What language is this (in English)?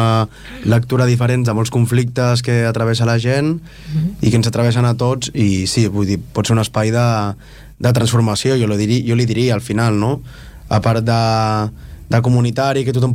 Catalan